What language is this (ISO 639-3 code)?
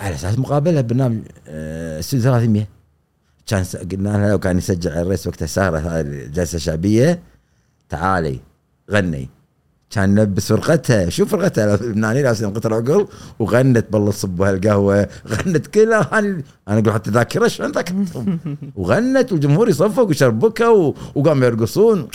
afb